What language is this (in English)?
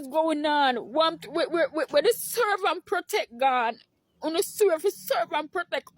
Jamaican Creole English